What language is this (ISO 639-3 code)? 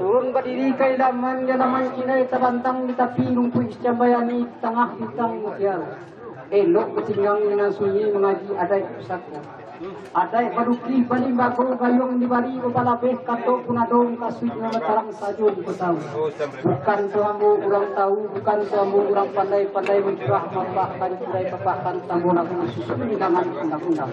min